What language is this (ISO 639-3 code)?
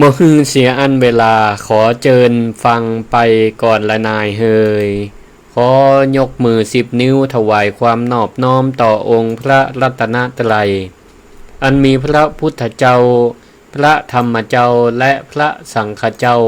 nod